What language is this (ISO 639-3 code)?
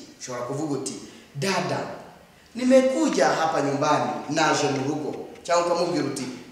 kin